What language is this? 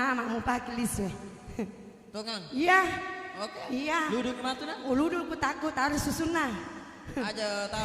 Buginese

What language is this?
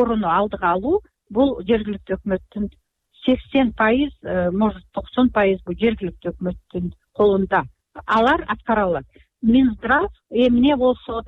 Kyrgyz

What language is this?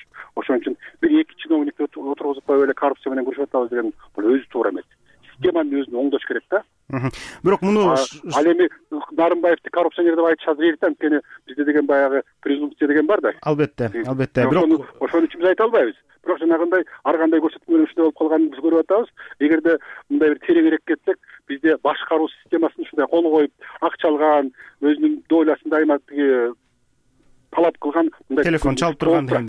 Kyrgyz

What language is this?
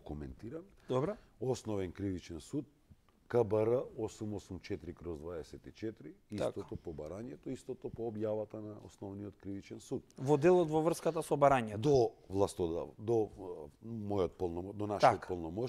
Macedonian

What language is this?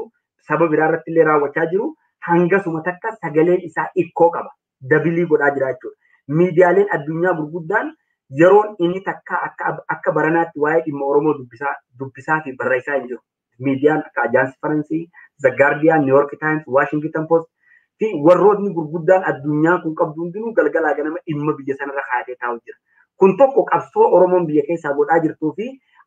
Oromo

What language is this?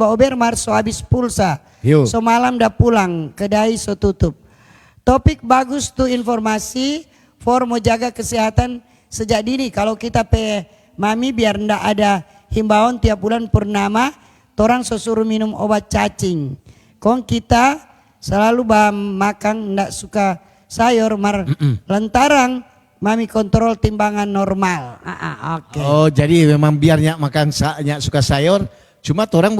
Manado Malay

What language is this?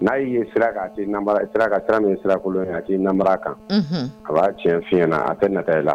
Dyula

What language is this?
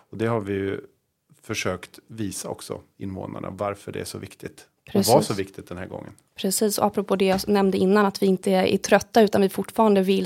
Swedish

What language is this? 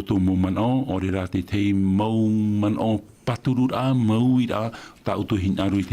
Tahitian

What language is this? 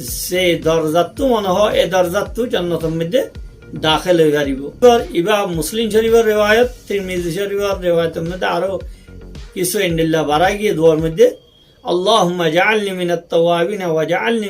Rohingya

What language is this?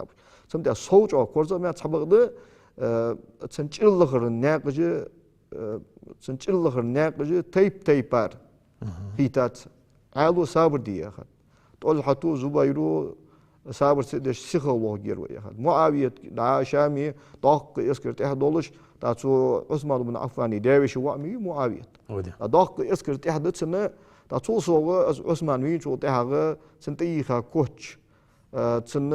Ingush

